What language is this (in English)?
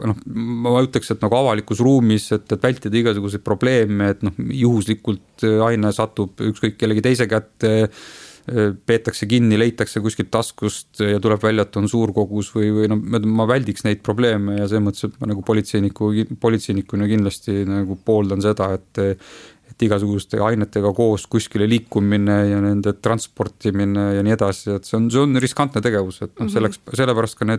Estonian